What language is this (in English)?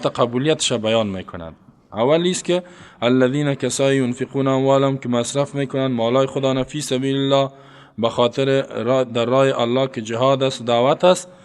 Persian